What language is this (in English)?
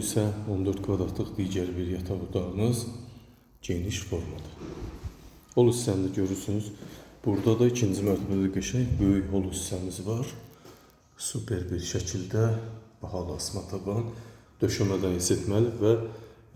Azerbaijani